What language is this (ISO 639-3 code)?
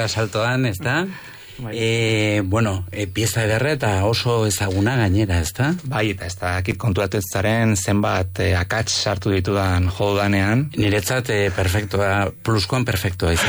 eus